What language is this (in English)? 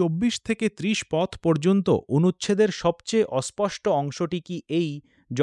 Bangla